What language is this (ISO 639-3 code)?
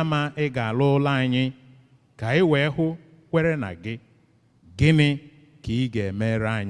ibo